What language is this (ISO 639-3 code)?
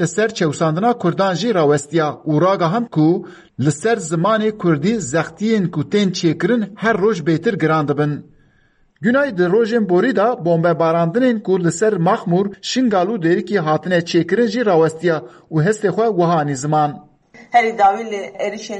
kur